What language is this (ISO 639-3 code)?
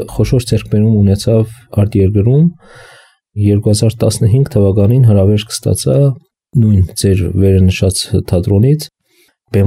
hye